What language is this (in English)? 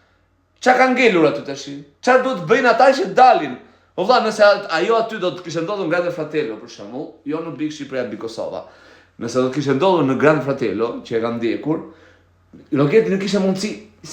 Albanian